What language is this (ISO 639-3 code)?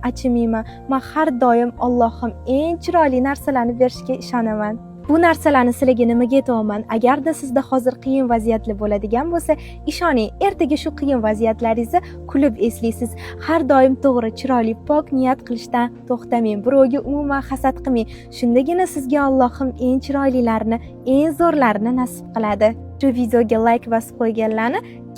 uzb